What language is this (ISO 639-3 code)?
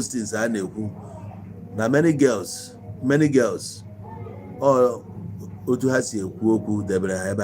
ibo